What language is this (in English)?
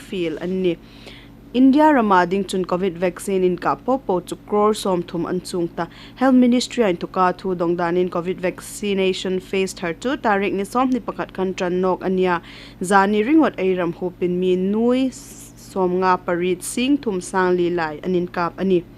Hmar